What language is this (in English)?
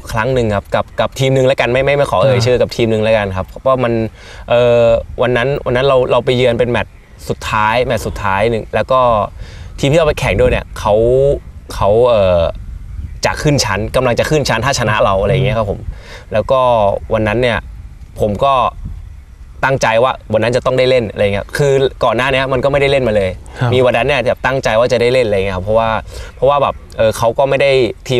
Thai